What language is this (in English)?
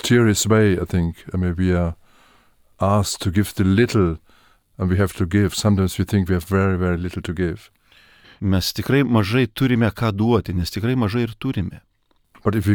Lithuanian